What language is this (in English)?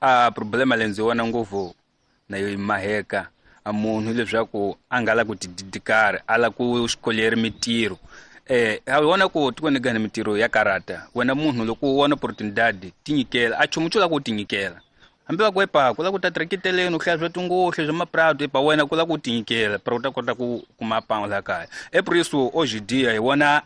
Tsonga